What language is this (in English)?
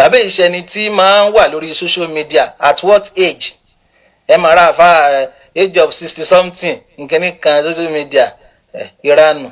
Yoruba